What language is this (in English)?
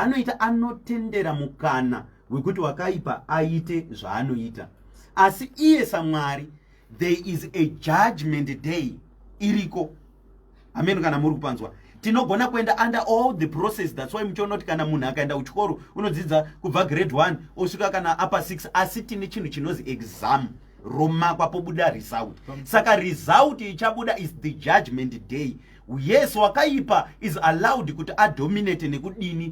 Shona